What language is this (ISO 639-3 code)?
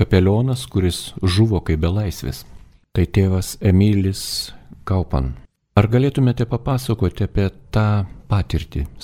lit